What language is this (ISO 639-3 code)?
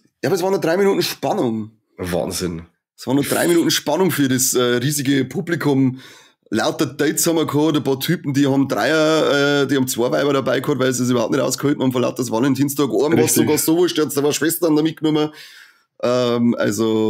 bar